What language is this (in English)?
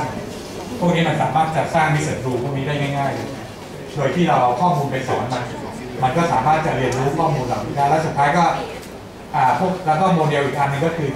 Thai